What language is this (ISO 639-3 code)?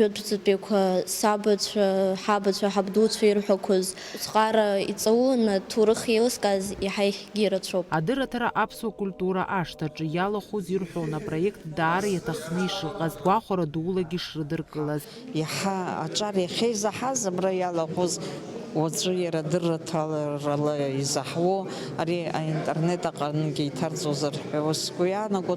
abk